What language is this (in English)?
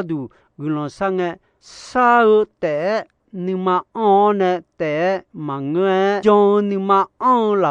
Akha